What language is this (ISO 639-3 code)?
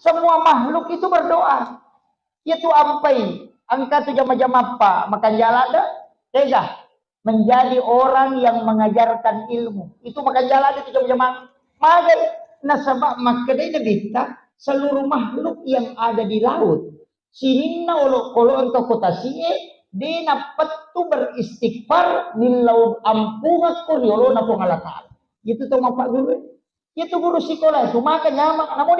bug